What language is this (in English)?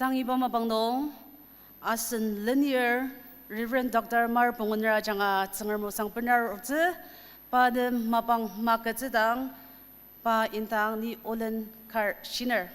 Ao Naga